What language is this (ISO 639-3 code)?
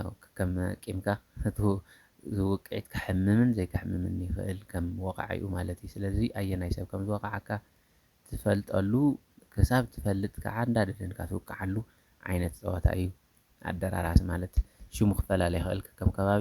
tir